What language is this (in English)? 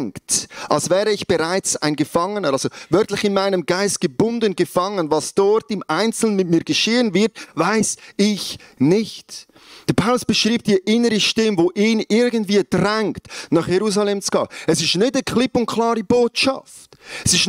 Swiss German